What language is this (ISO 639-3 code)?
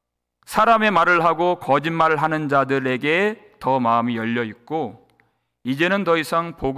kor